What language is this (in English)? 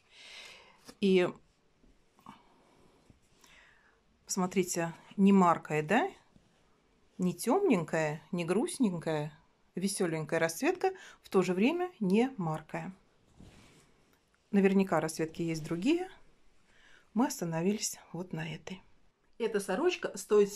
Russian